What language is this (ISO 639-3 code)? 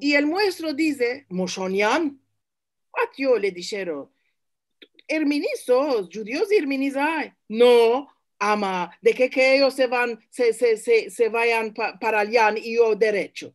lad